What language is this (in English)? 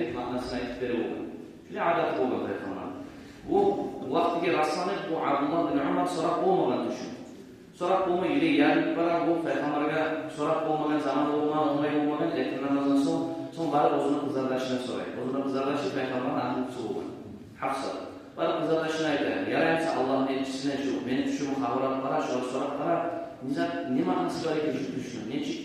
Kumyk